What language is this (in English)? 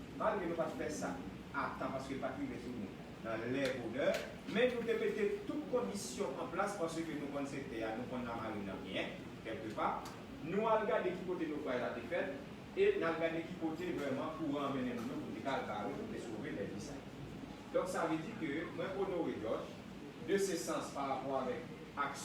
Haitian Creole